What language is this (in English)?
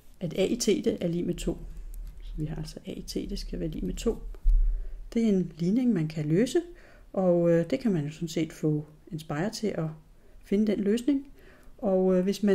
Danish